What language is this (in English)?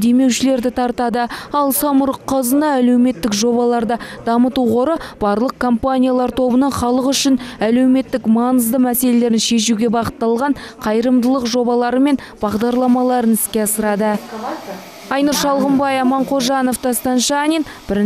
Kazakh